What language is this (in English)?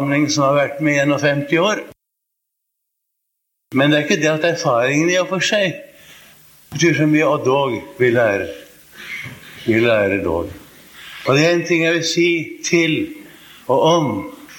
Norwegian